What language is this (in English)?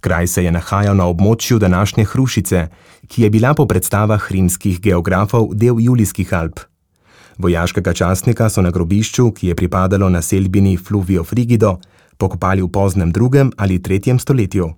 Slovenian